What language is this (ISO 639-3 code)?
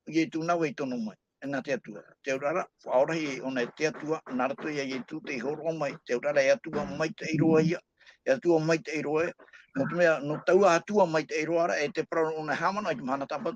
tah